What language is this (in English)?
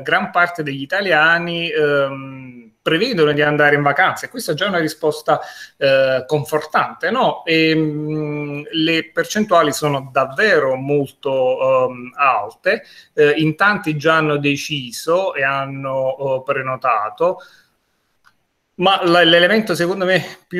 Italian